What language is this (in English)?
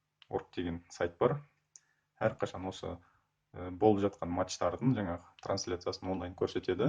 Kazakh